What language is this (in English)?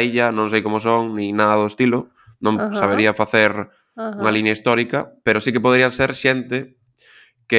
Galician